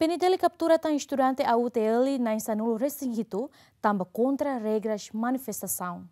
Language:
Tetum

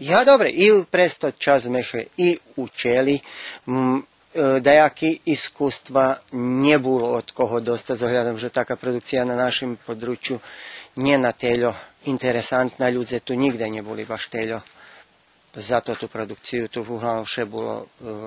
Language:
Rusyn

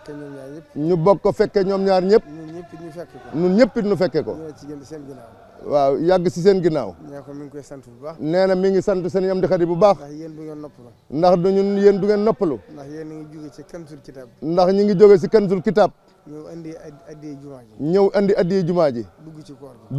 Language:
Wolof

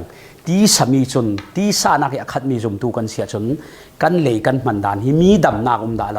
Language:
Falam Chin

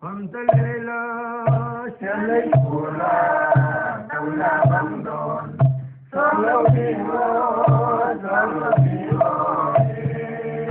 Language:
Paite Chin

